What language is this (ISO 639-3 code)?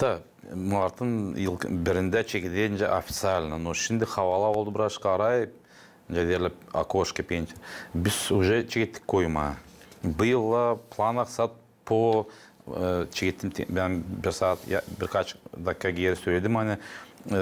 gag